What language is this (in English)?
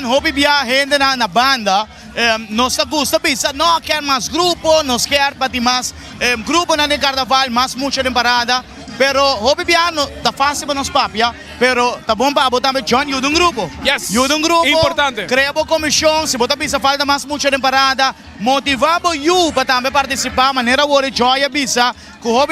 Papiamento